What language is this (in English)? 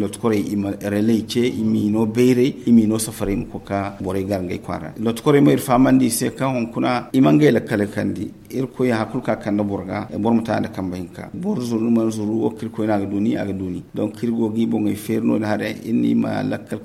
Zarma